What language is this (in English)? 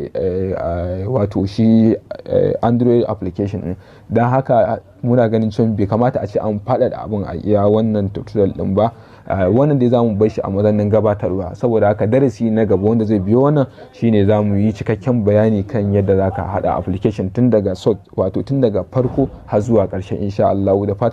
Hausa